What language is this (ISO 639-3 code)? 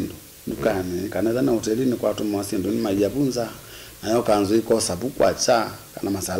kam